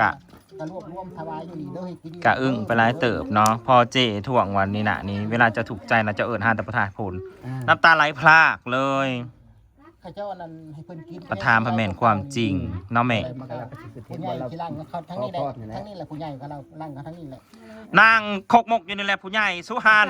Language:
Northeastern Thai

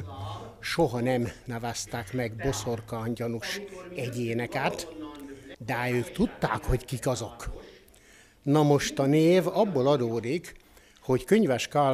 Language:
Hungarian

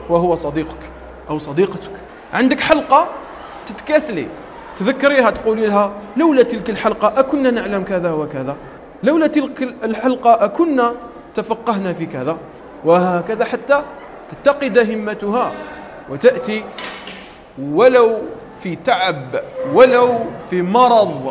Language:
Arabic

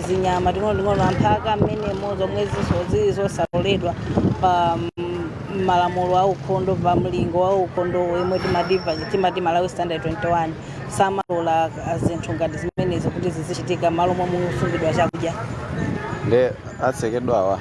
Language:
Nyanja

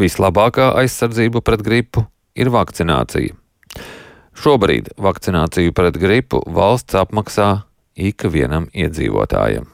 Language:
Latvian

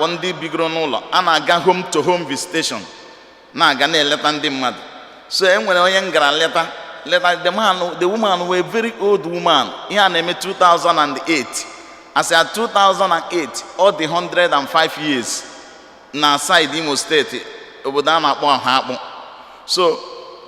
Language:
Igbo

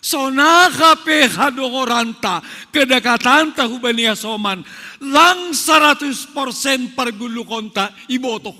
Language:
Batak Simalungun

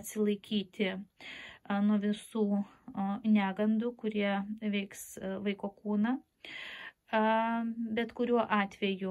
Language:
Lithuanian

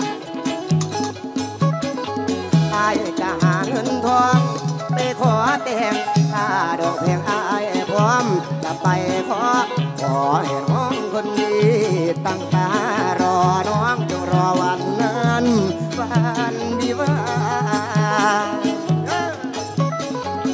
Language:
Northeastern Thai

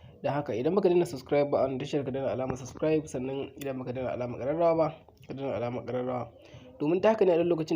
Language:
Hausa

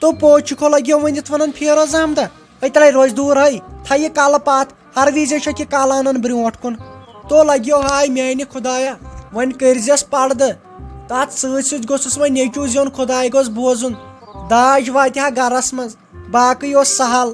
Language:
Kashmiri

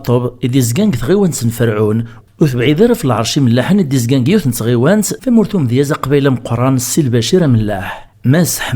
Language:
Kabyle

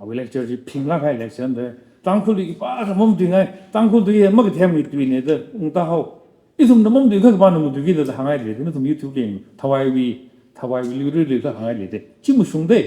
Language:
Tangkhul Naga (India)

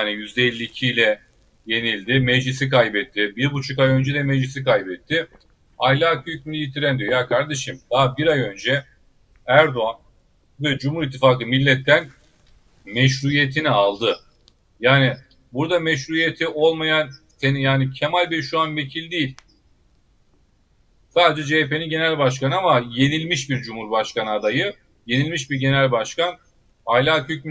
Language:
Turkish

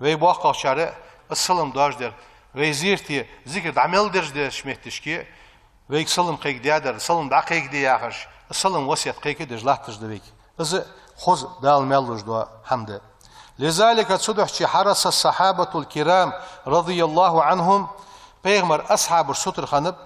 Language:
Ingush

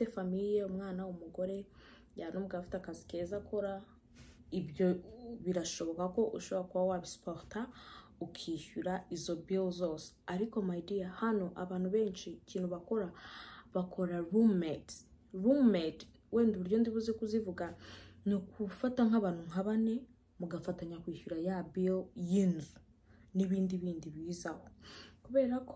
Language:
Kinyarwanda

